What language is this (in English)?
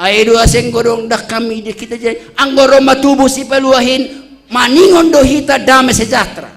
Batak Simalungun